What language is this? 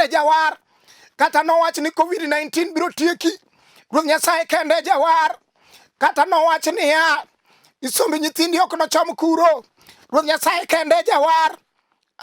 Luo (Kenya and Tanzania)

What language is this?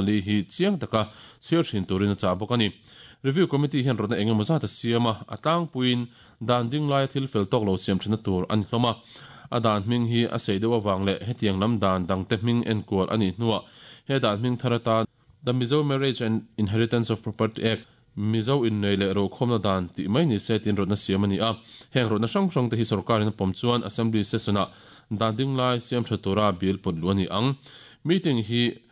Mizo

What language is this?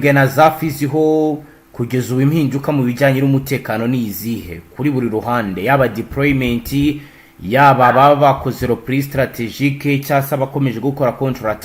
Kinyarwanda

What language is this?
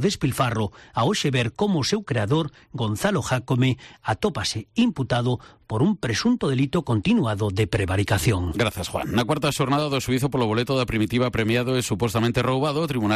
Galician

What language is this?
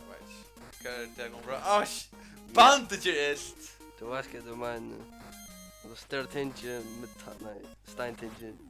Faroese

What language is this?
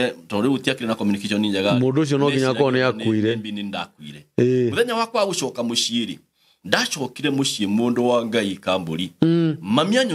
Kikuyu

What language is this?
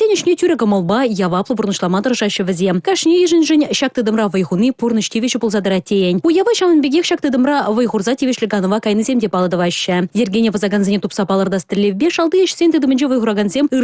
Chuvash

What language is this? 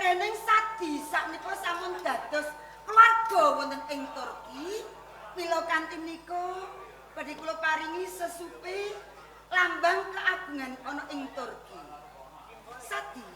Javanese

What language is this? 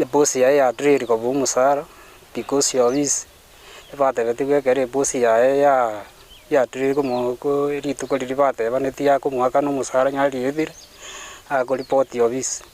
Gusii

